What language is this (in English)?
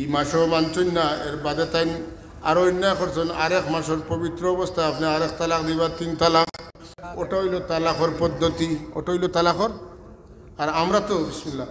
Sylheti